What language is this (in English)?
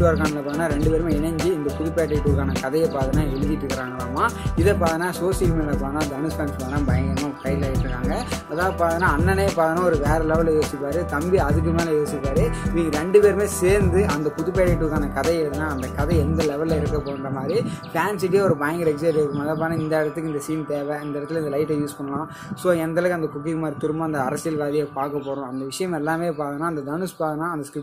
Tamil